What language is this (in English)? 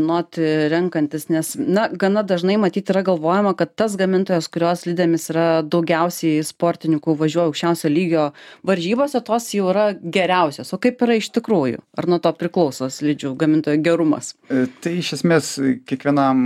Lithuanian